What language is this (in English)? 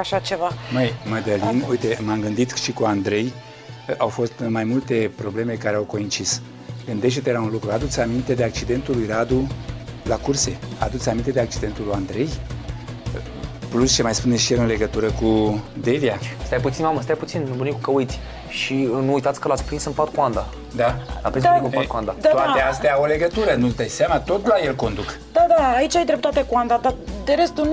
Romanian